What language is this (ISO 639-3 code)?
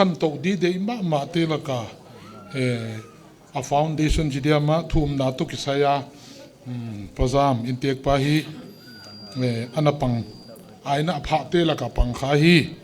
pck